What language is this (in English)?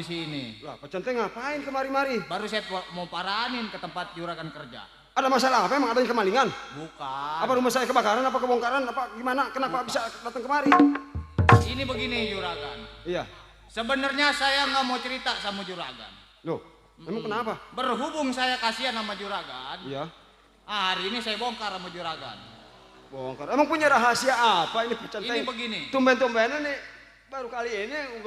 Betawi